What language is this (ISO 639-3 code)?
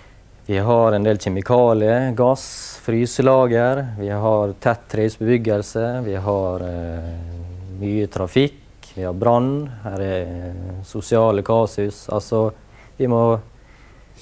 nor